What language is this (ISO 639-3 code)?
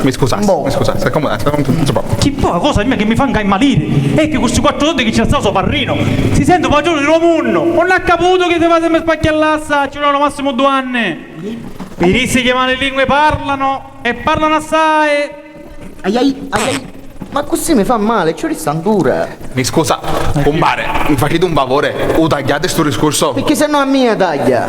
scn